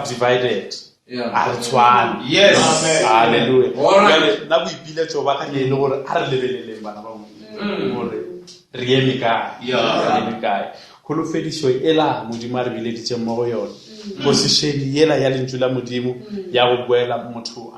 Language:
Northern Sotho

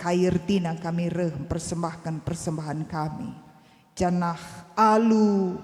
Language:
Batak Karo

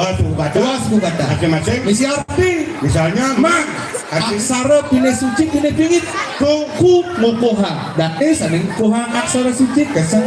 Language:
Balinese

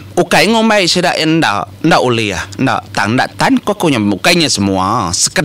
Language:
Iban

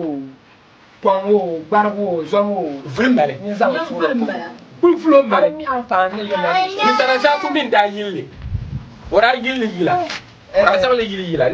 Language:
Dagbani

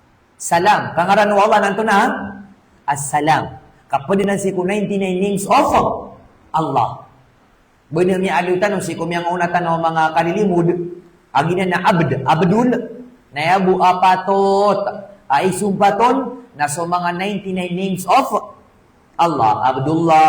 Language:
Maranao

